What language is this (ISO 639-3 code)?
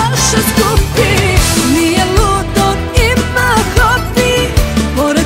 hrv